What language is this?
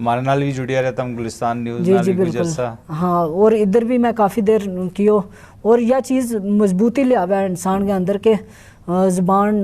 Gujari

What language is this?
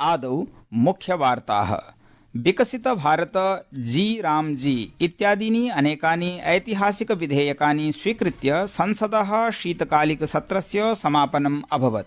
Sanskrit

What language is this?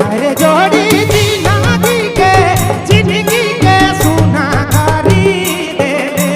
Sadri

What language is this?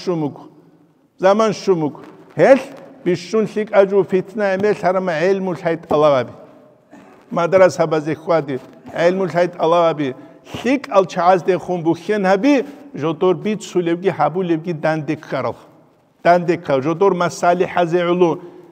Avaric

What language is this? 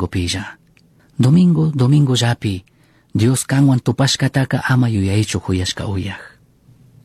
Chimborazo Highland Quichua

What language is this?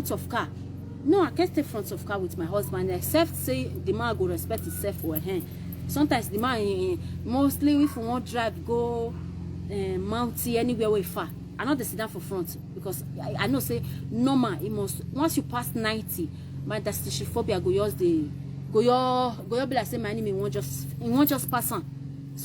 Nigerian Pidgin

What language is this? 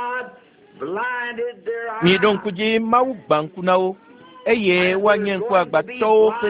Ewe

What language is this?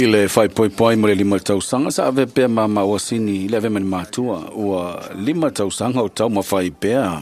Samoan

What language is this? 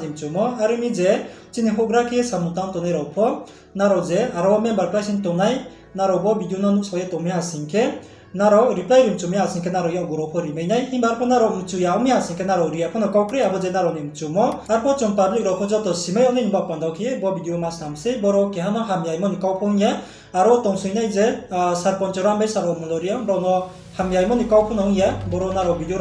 Riang (India)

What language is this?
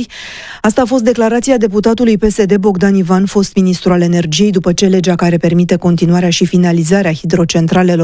Romanian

